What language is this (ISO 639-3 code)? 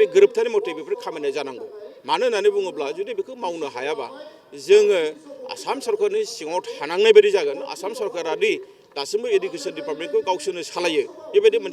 brx